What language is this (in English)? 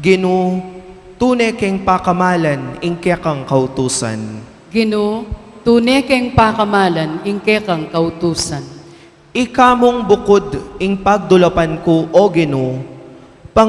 Pampanga